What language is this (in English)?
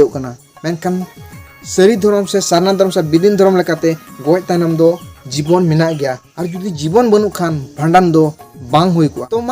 Santali